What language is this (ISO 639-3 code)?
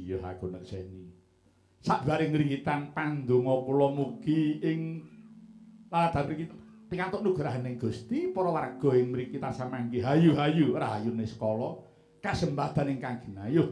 jav